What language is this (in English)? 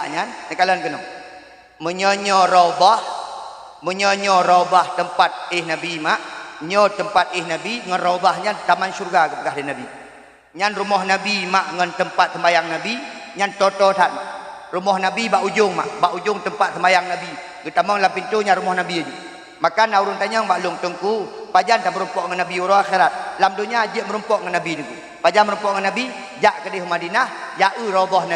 Achinese